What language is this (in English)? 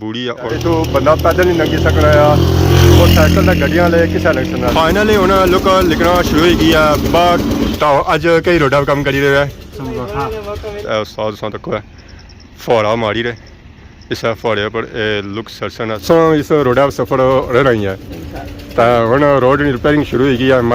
Pahari-Potwari